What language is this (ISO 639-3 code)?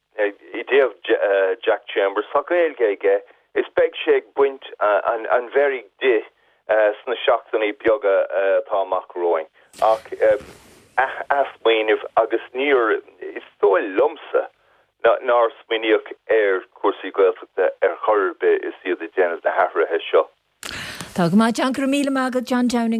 gle